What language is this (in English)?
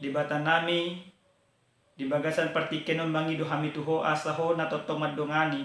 Batak Toba